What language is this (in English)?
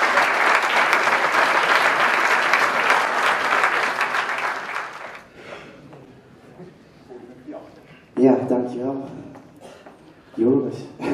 Dutch